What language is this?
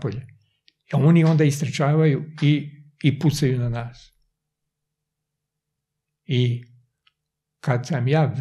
Serbian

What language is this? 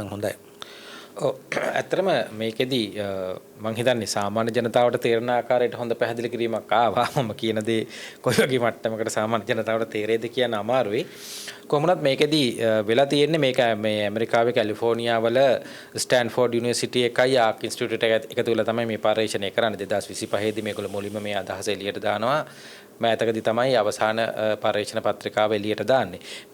Sinhala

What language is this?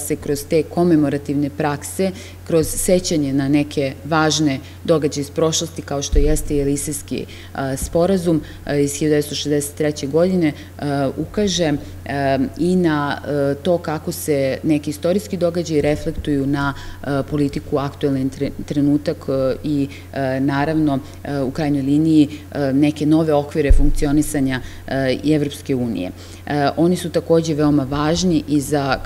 Serbian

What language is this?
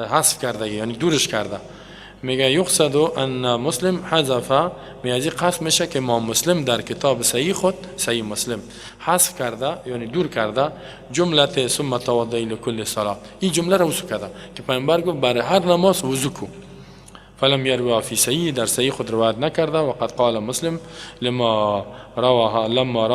Persian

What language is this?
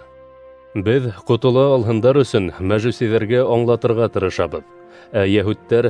Bashkir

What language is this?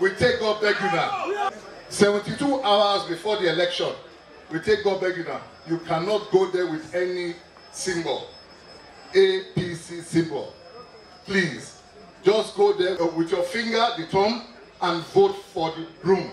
Nigerian Pidgin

